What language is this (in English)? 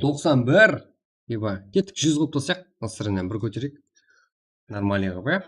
Kara-Kalpak